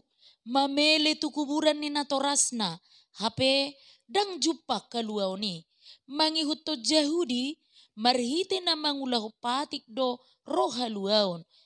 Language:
Batak Toba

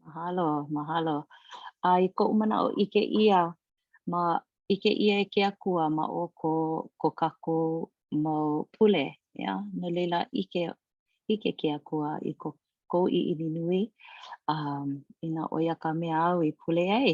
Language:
Hawaiian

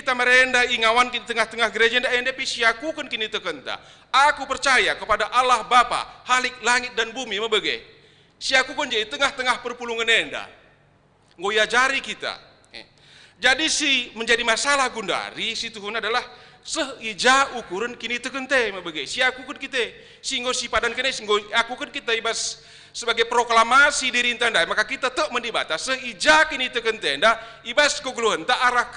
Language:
Batak Karo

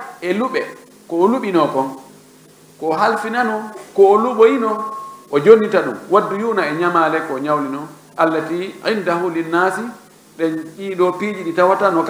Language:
Fula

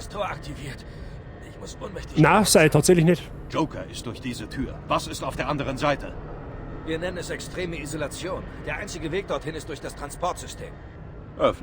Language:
Bavarian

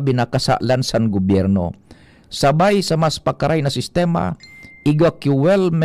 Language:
Bikol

